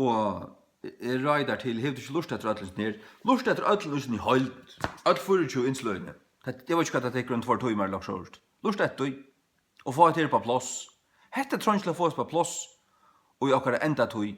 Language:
Faroese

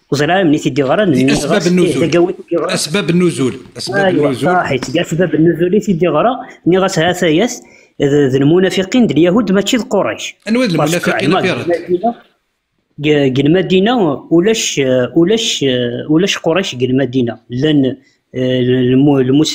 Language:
Kabyle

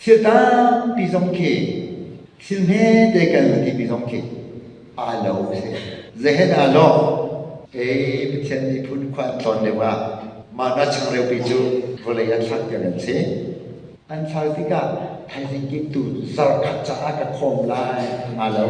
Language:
Hakha Chin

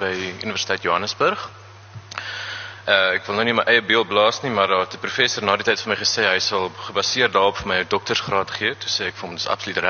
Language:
Afrikaans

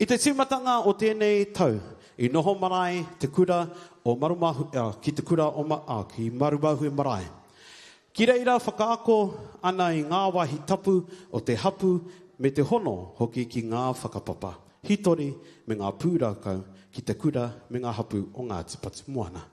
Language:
Māori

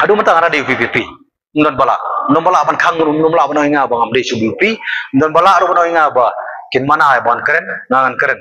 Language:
Khasi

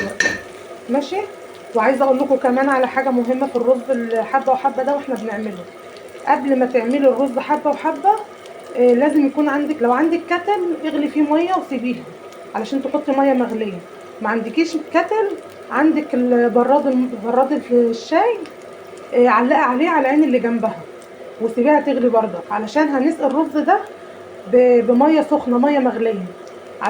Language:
Egyptian Arabic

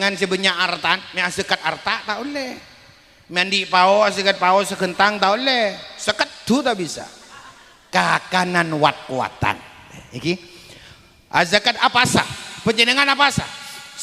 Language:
Madurese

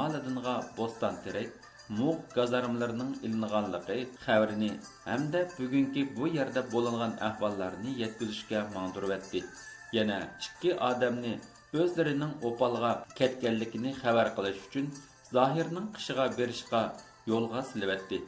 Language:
Uyghur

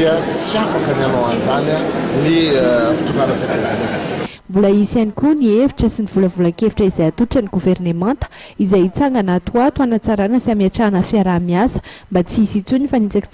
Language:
Malagasy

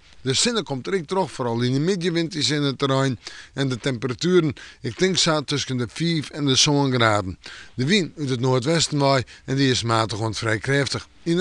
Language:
Western Frisian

